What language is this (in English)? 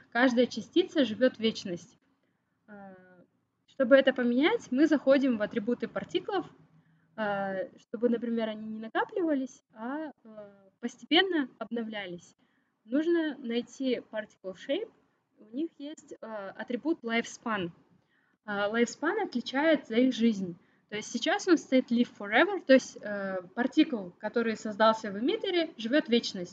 Russian